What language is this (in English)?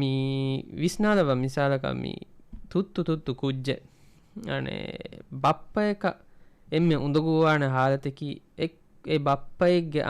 Divehi